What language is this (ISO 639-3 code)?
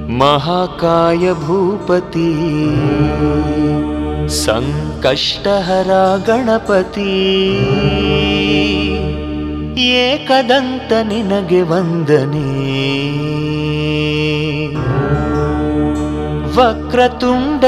kan